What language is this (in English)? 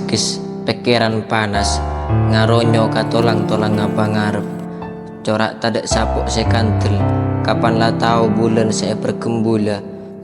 Madurese